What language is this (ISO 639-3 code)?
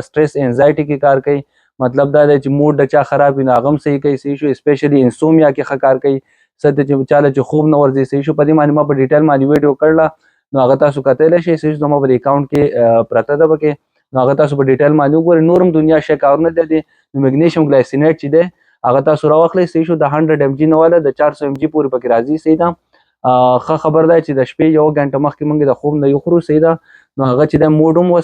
pus